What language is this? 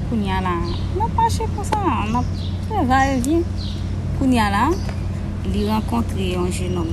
Haitian Creole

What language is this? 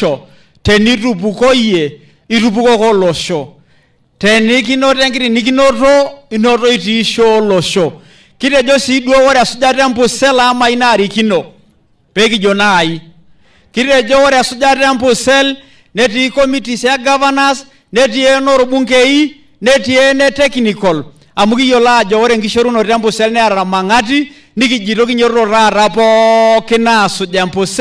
Masai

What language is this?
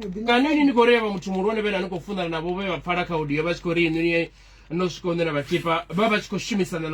Venda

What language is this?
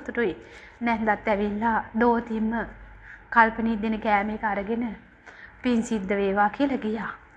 Sinhala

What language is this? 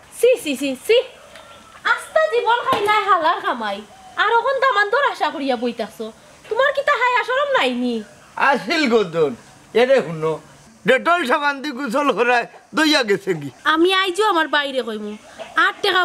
Sylheti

